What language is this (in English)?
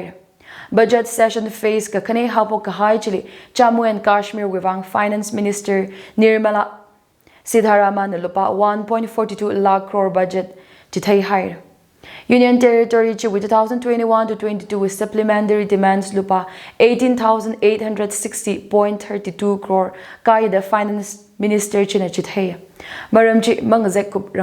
Tangkhul Naga (India)